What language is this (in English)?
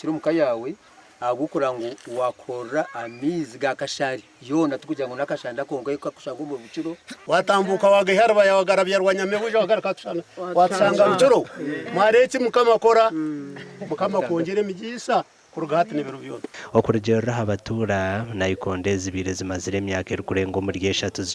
Nyankole